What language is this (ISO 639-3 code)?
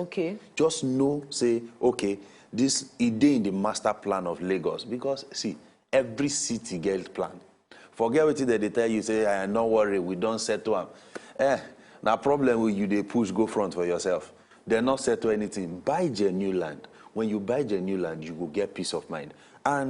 pcm